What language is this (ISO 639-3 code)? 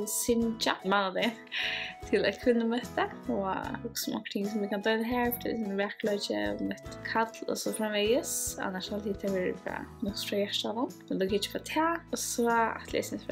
fao